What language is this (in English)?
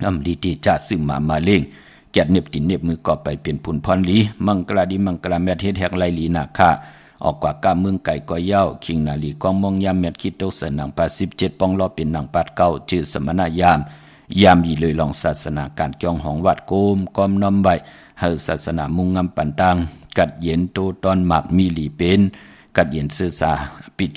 Shan